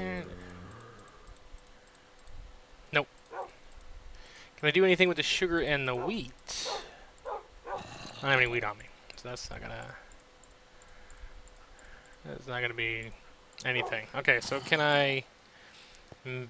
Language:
English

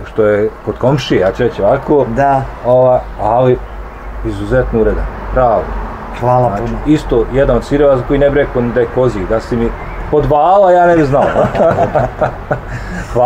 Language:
Bosnian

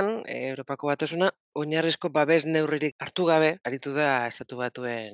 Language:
Basque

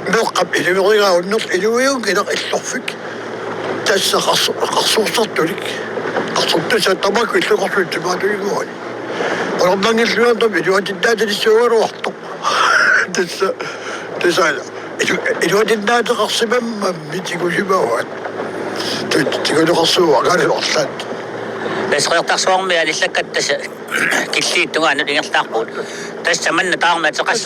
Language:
Kalaallisut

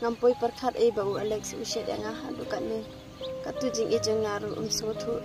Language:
Khasi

